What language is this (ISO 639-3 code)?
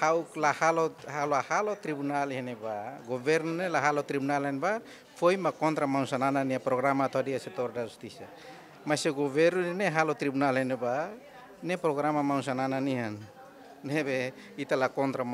tet